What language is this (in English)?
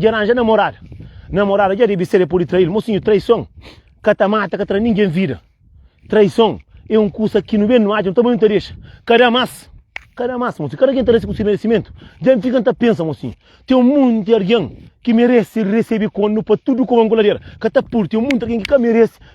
Kabuverdianu